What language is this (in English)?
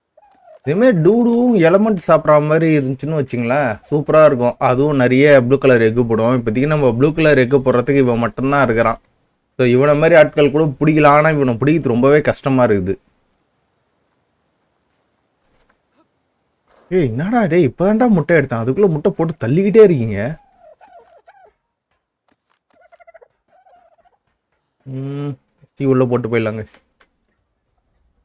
Tamil